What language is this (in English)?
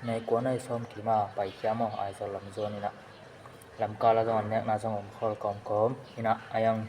Tedim Chin